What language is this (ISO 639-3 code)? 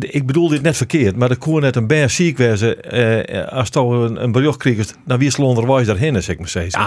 fry